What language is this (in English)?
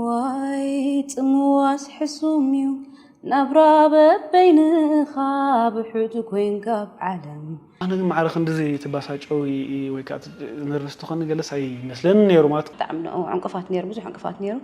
Tigrinya